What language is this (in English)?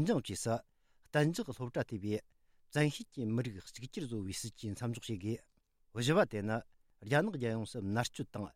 Tibetan